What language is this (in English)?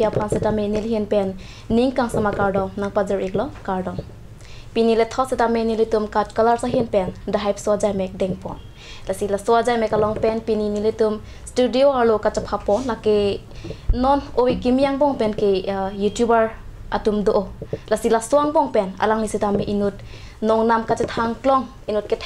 Karbi